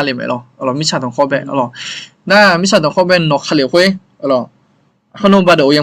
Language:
Akha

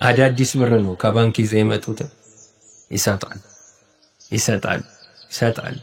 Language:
Amharic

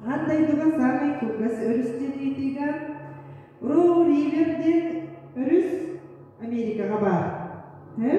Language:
Yakut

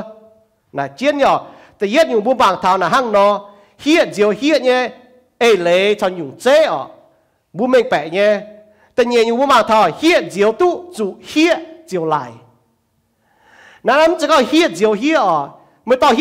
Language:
Iu Mien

